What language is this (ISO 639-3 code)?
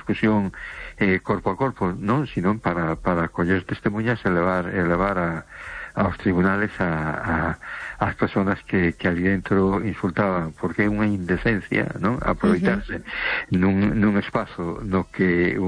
glg